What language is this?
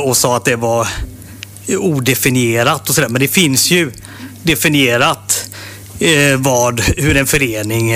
Swedish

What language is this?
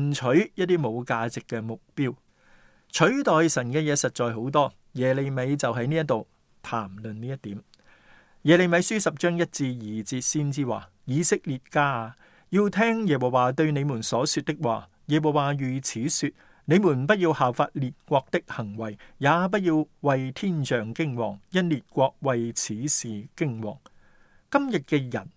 Cantonese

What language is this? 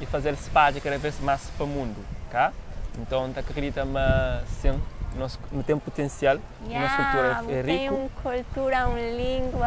Kabuverdianu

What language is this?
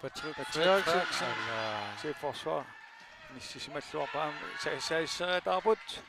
Kalaallisut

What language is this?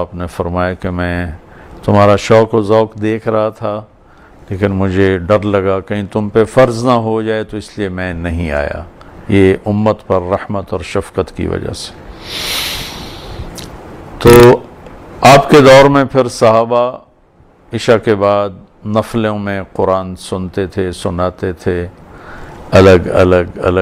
Urdu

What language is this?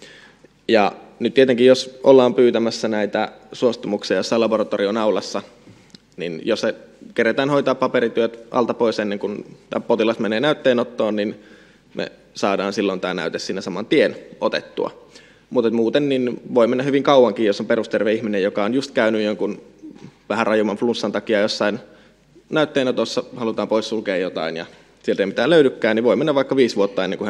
Finnish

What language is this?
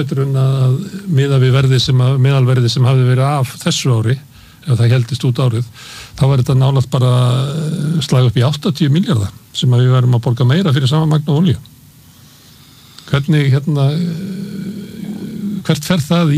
Icelandic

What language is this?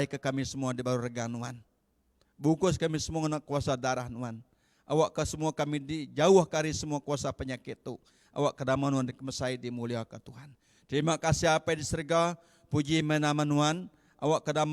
Iban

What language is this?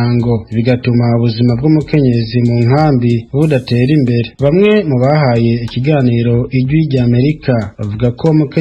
Rundi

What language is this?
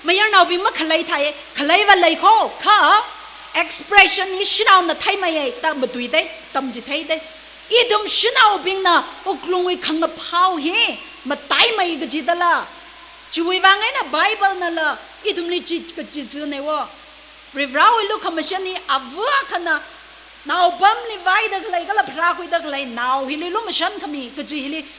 Tangkhul Naga (India)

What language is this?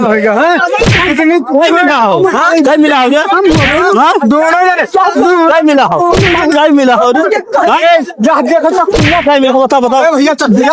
Awadhi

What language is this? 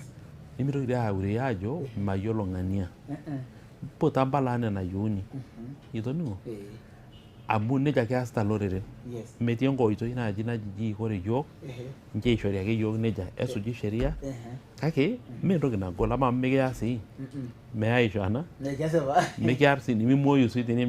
Masai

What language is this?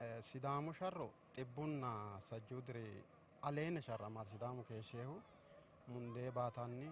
Sidamo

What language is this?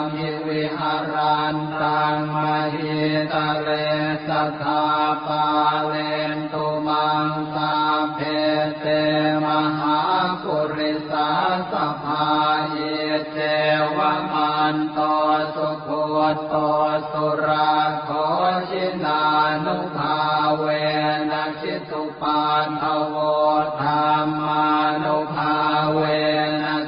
Pali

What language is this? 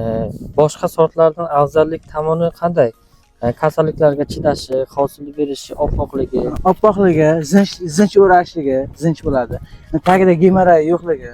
Uzbek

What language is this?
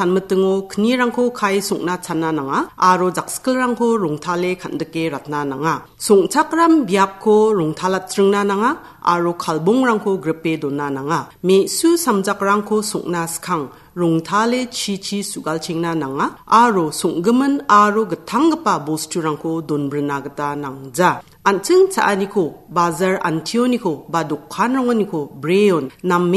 Garo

